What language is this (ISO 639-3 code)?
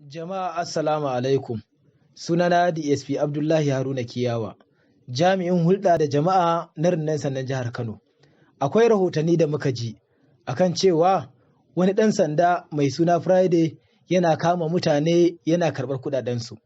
hau